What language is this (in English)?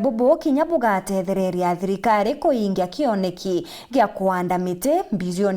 Meru